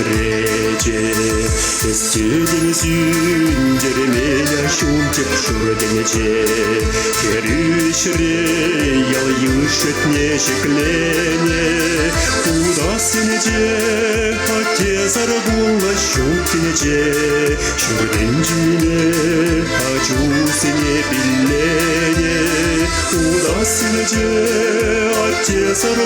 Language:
Chuvash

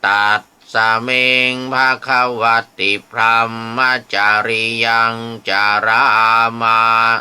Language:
Pali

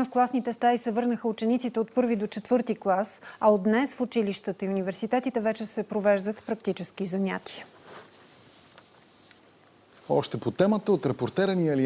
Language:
Bulgarian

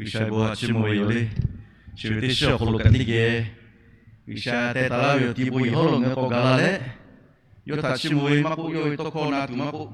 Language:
Lahu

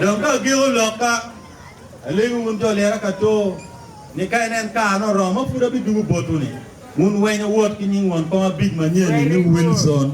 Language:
Acoli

